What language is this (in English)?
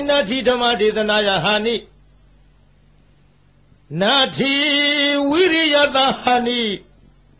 Burmese